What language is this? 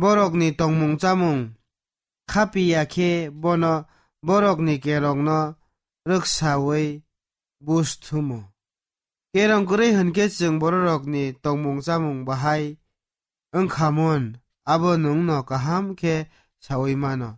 Kok Borok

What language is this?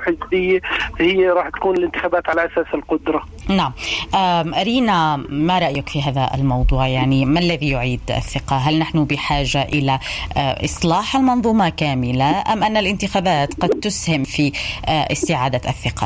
North Levantine Arabic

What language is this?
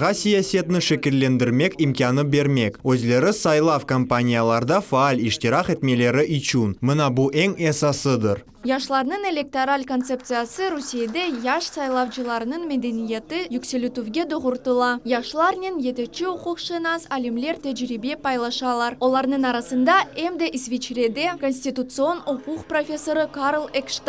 Crimean Tatar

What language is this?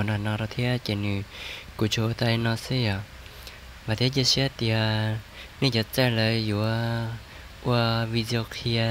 Hmong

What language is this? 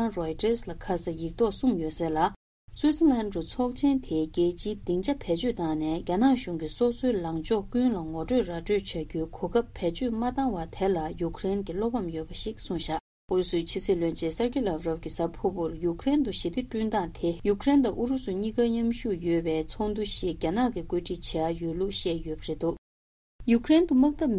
Tibetan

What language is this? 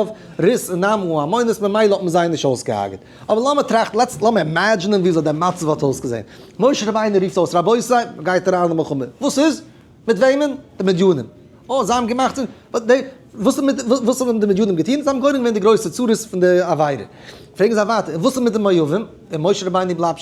Yiddish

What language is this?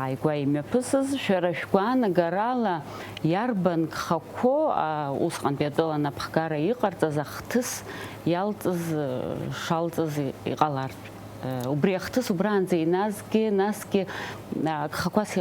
Abkhazian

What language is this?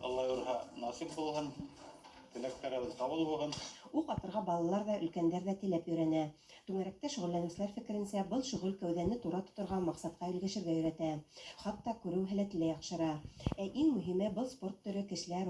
Bashkir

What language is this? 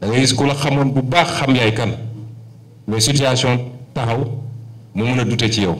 Wolof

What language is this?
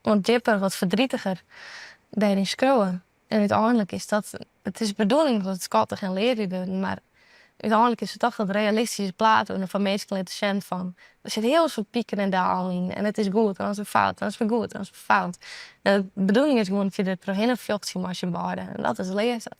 Western Frisian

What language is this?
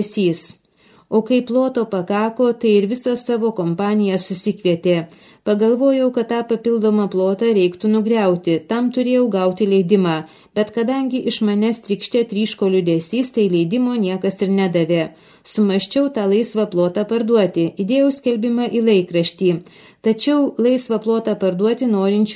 Lithuanian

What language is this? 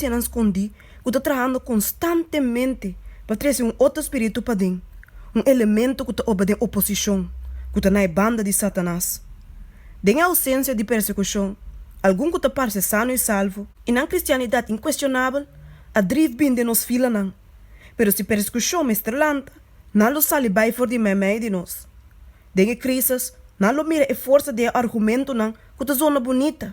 Papiamento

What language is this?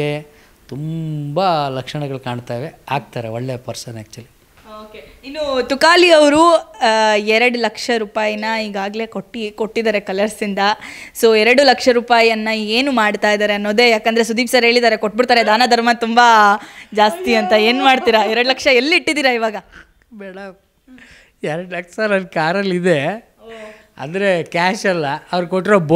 Kannada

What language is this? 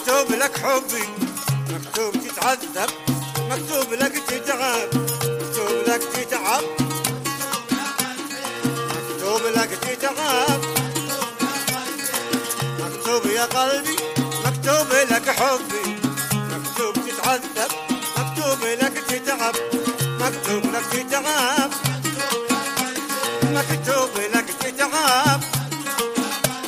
Arabic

